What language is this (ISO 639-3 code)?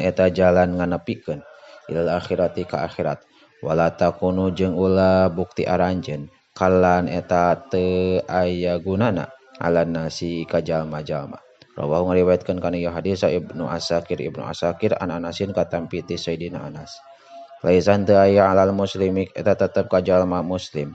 sun